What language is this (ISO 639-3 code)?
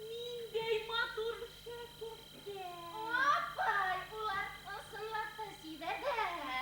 bak